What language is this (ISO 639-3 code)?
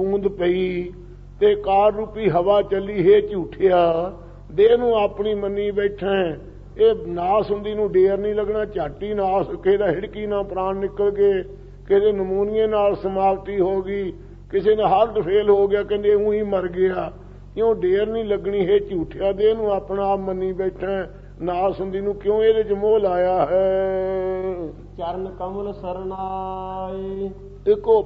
pan